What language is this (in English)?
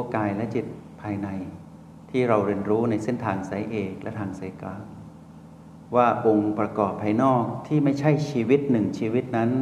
Thai